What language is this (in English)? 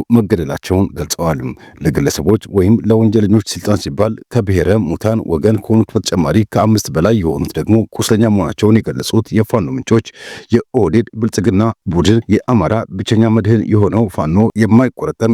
Amharic